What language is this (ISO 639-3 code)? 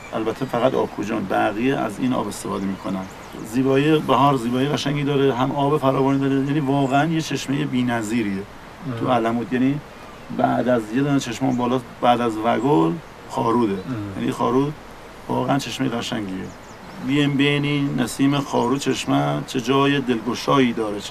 fas